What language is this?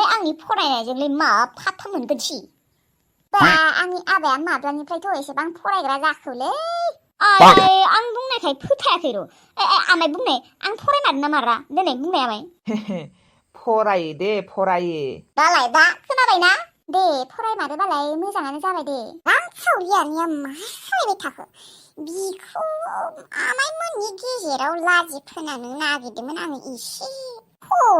Bodo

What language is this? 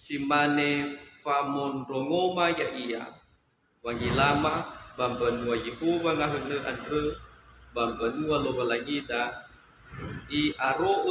Nias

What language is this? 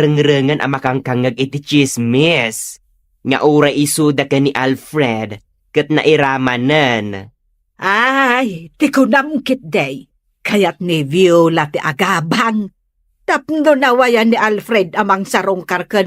Iloko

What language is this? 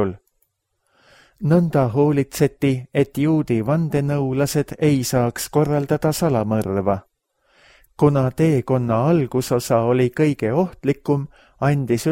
Estonian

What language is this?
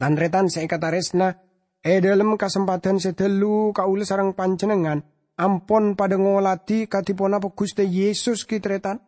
Madurese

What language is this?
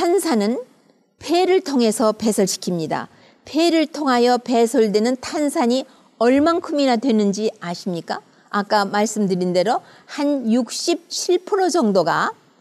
Korean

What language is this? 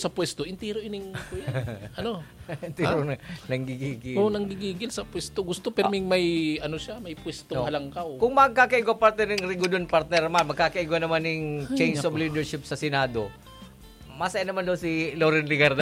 Bikol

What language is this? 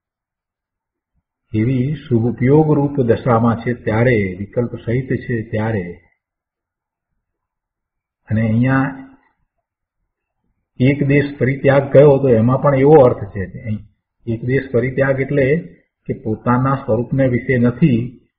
Gujarati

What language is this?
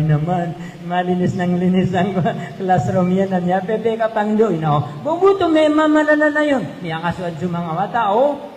Maranao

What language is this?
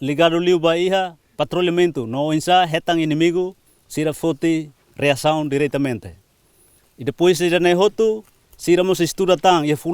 Tetum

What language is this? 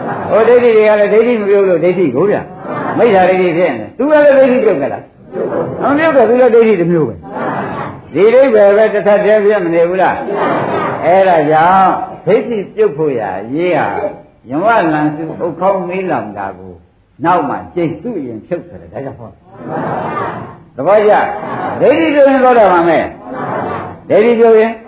Burmese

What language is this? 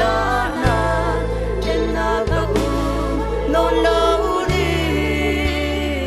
Falam Chin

